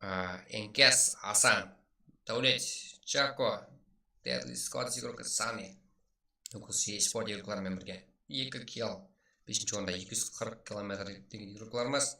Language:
Kara-Kalpak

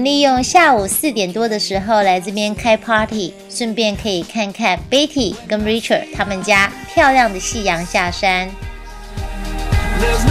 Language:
Chinese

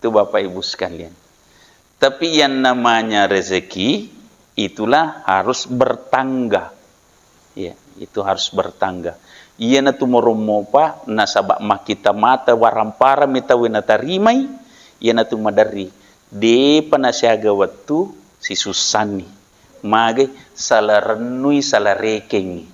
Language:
Buginese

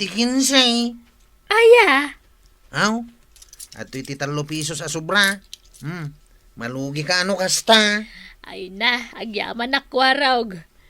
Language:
Iloko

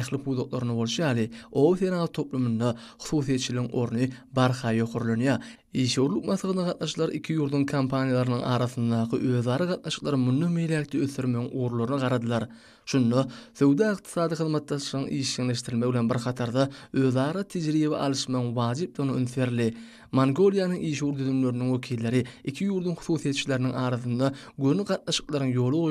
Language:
Turkmen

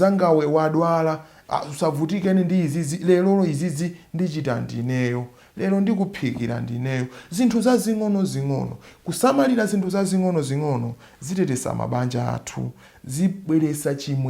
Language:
Nyanja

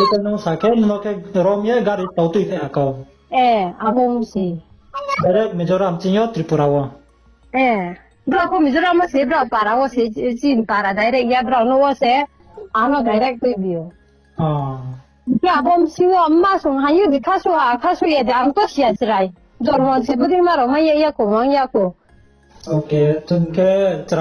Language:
Riang (India)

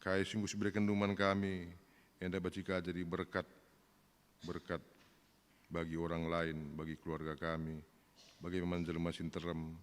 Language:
Batak Karo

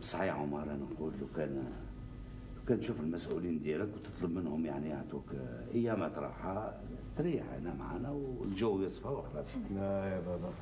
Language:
Algerian Arabic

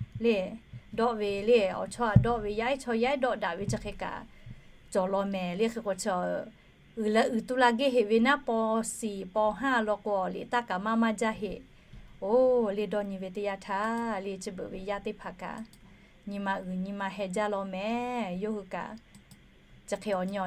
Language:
Lahu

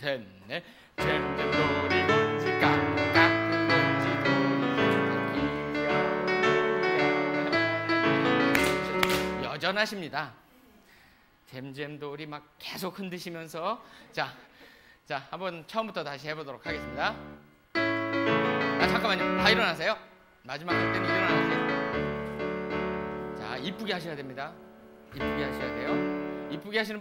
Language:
Korean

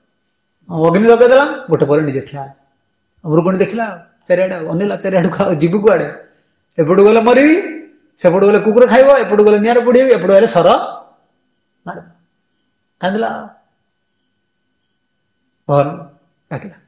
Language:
Odia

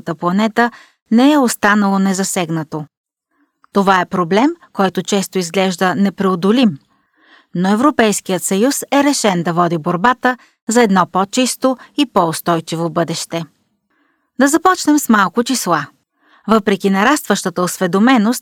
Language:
Bulgarian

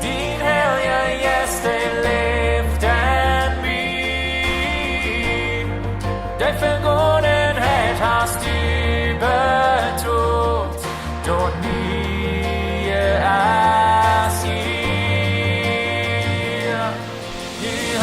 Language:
Plautdietsch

